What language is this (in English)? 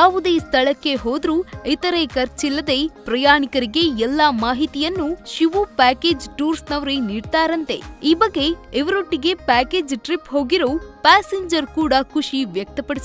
Kannada